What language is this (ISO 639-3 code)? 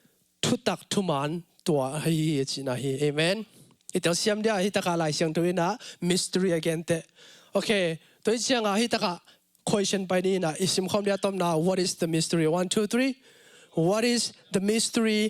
ctd